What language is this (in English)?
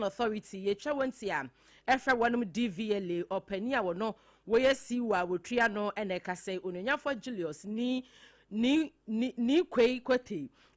Akan